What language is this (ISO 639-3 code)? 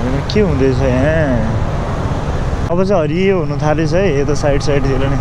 nep